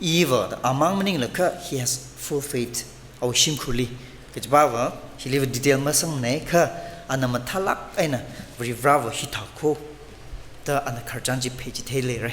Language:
Tangkhul Naga (India)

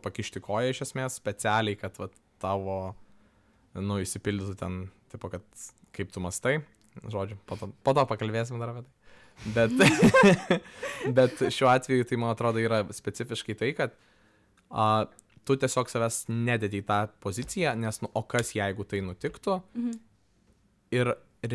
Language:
Lithuanian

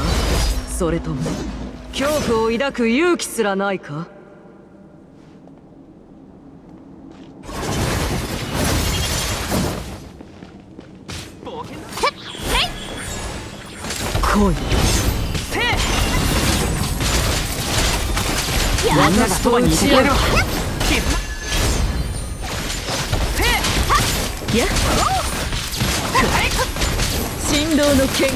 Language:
Japanese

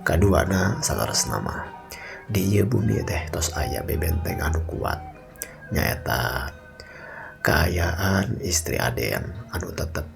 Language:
Sundanese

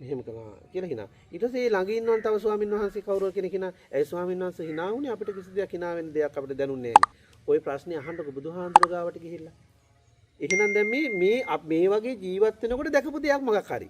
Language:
Sinhala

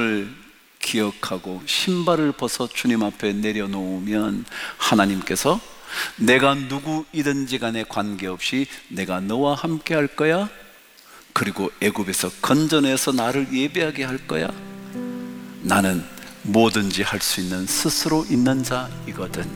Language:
Korean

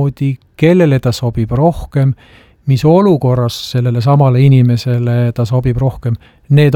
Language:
Estonian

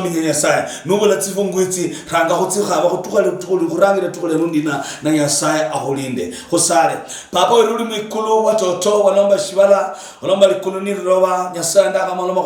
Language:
Luyia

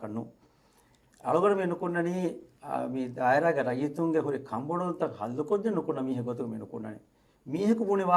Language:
Divehi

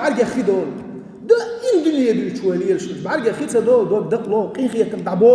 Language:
Chechen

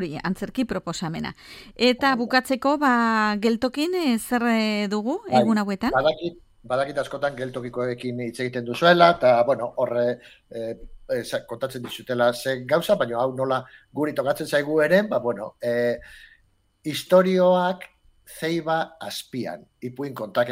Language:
Basque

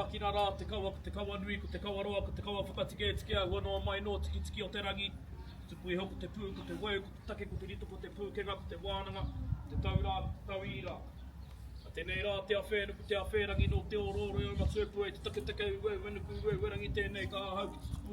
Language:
Māori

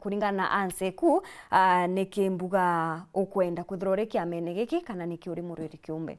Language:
Meru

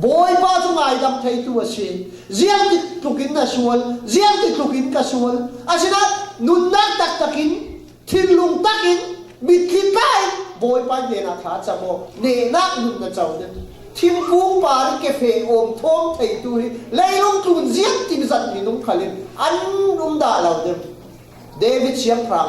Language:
Falam Chin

